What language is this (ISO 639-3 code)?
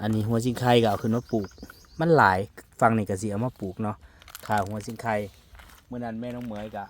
tts